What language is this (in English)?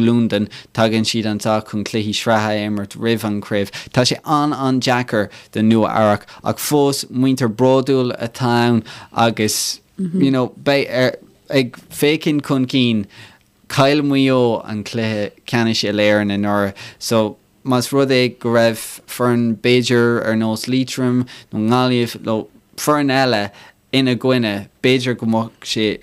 Irish